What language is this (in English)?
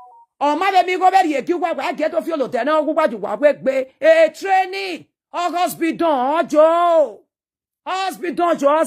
Nigerian Pidgin